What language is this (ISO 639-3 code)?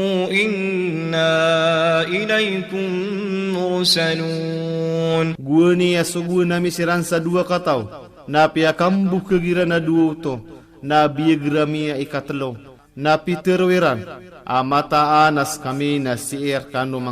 mrw